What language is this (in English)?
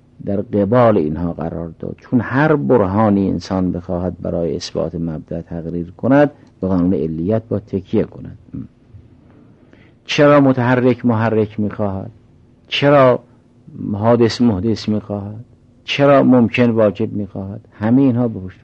Persian